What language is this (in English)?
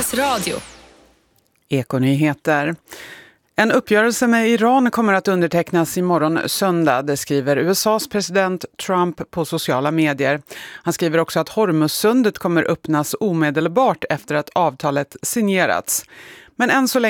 Swedish